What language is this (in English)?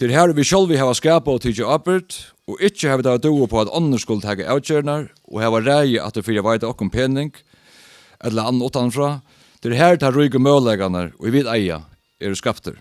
Faroese